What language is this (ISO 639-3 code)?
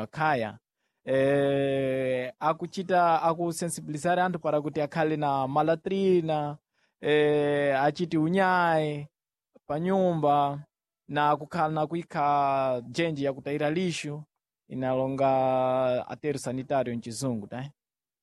seh